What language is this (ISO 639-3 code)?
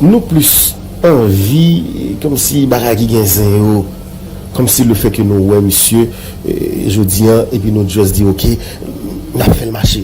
hat